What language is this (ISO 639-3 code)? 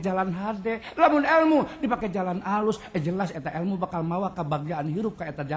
sun